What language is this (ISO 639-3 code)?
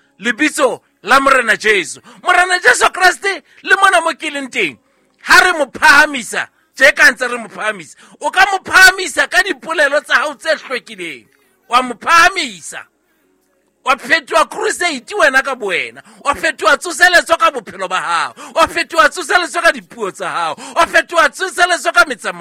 sot